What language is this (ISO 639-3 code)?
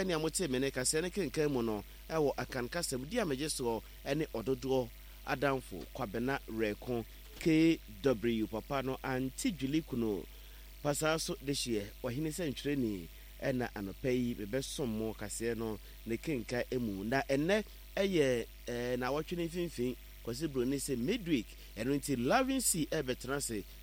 aka